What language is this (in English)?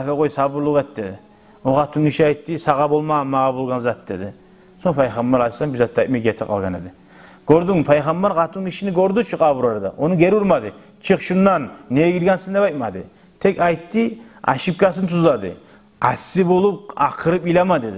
Kumyk